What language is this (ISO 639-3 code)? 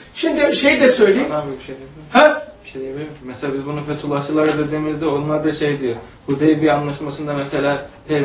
tur